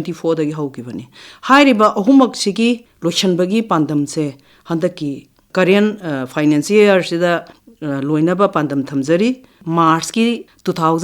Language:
Manipuri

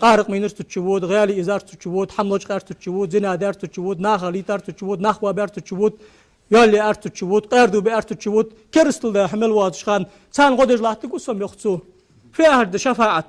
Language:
Ingush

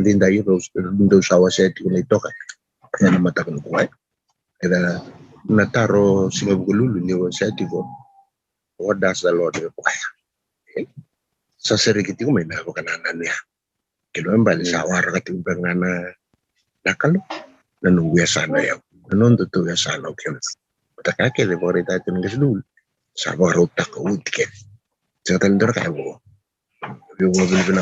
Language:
Fijian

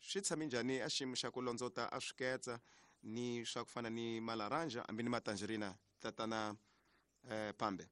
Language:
Tsonga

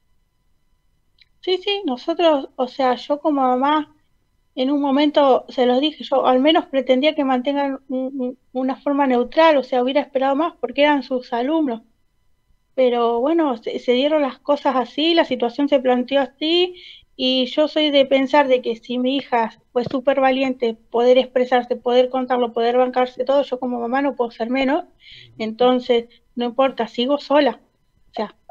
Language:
Spanish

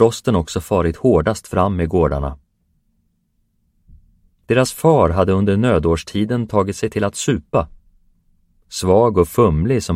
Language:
Swedish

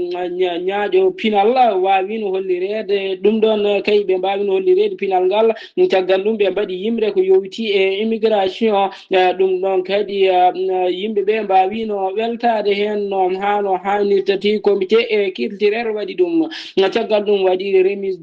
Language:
Fula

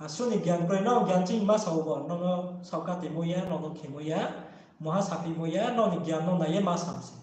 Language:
Riang (India)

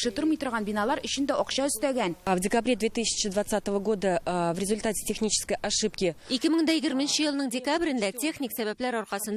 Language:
Tatar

